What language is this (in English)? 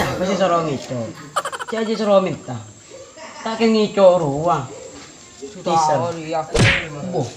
Madurese